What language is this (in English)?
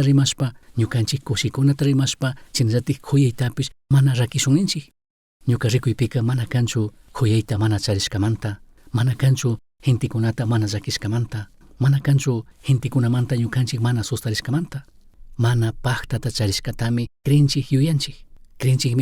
Chimborazo Highland Quichua